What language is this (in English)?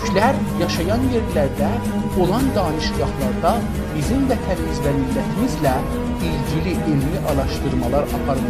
South Azerbaijani